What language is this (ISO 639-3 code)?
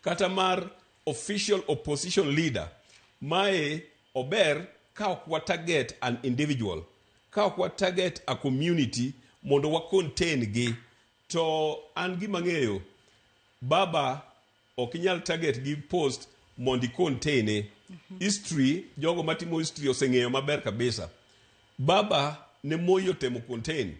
luo